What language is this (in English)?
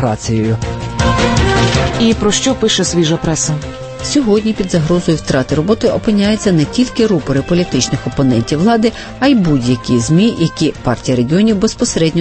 Ukrainian